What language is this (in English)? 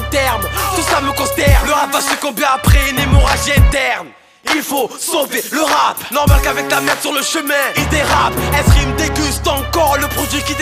French